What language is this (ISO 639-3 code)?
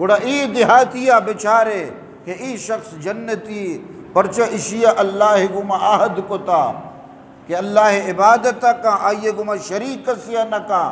bgp